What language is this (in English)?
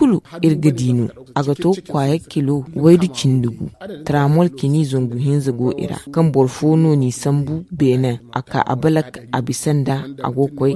Zarma